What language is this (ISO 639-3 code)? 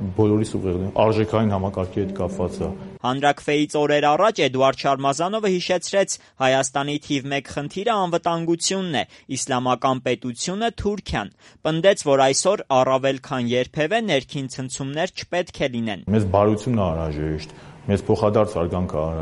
hye